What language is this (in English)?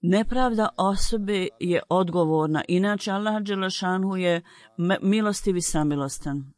Bosnian